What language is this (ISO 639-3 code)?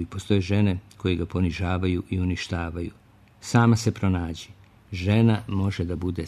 srp